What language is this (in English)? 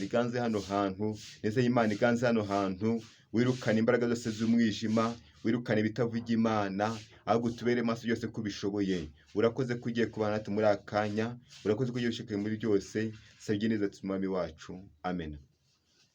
Kinyarwanda